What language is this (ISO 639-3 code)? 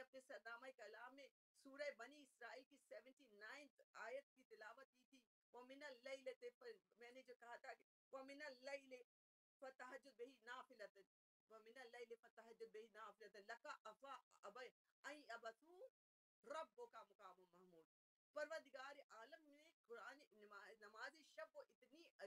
urd